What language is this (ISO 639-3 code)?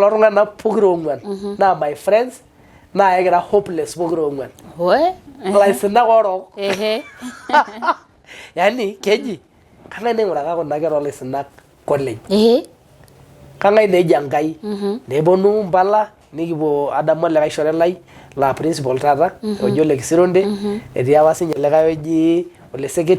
mas